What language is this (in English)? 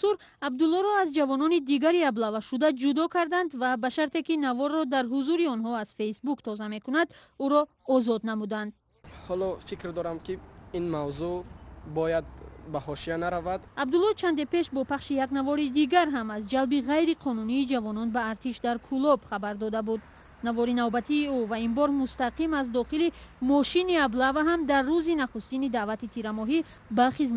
Tajik